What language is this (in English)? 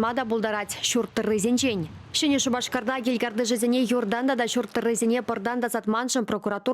Chuvash